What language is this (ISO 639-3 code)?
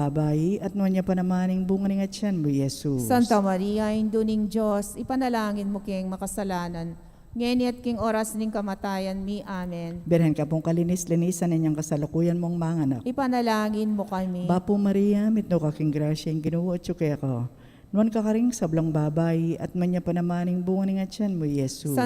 pam